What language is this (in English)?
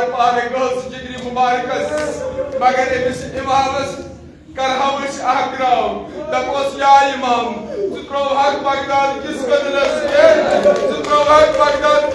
Kashmiri